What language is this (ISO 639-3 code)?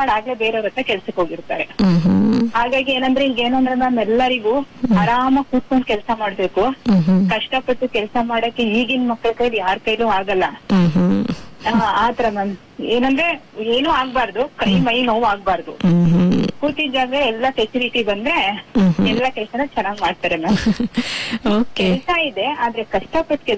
kan